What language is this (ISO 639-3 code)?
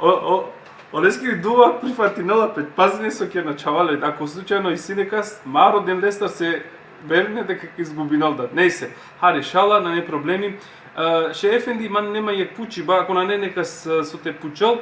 rmn